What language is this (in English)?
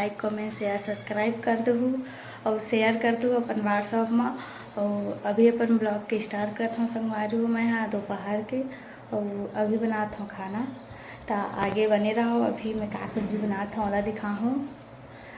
Chhattisgarhi